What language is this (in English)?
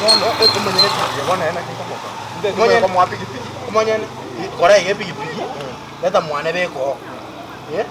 Gusii